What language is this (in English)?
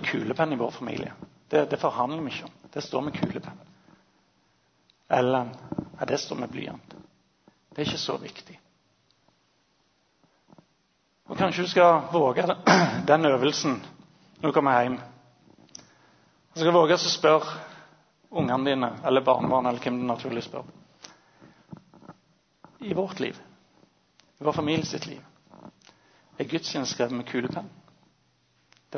Norwegian